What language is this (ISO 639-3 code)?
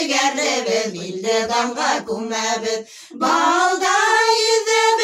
bak